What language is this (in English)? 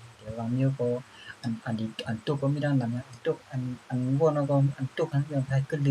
Shan